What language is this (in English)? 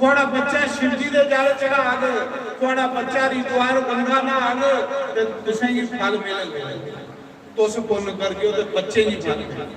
Dogri